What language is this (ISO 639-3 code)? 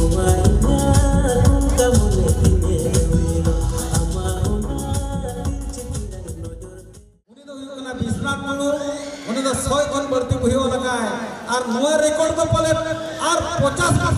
sat